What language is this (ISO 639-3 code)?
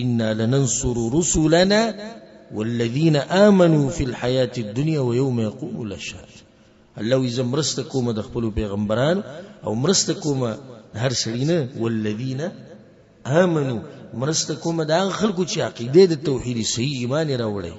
pus